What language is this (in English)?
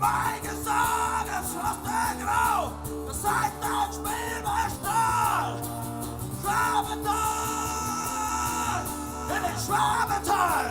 Main-Franconian